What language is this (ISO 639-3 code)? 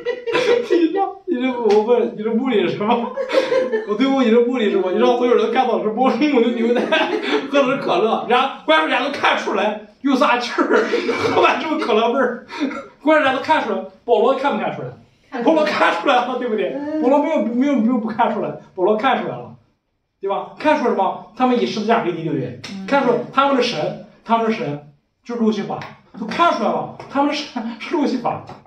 zho